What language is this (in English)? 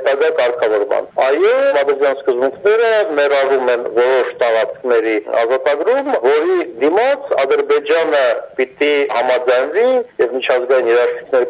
Armenian